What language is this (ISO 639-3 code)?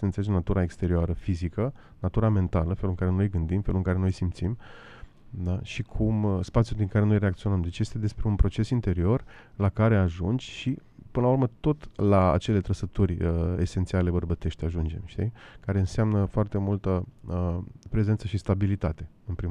ron